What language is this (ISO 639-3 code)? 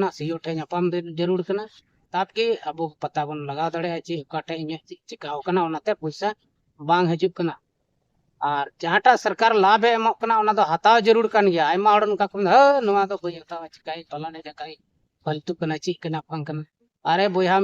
sat